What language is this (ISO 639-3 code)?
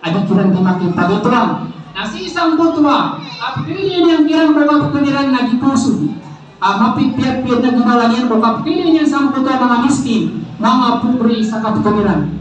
mrw